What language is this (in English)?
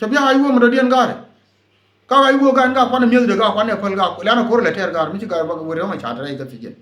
Nuer